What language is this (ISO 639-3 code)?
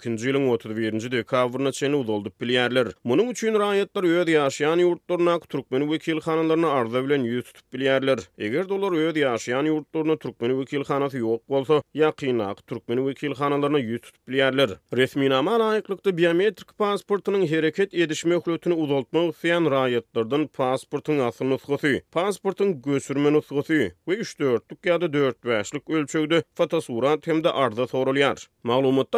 tuk